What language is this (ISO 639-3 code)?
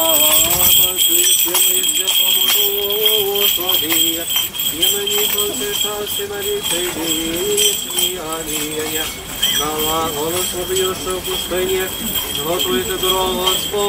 ukr